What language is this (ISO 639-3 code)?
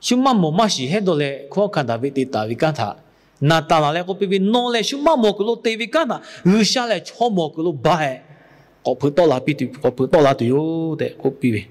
lhu